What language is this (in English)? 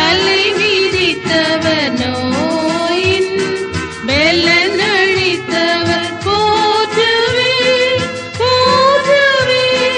Tamil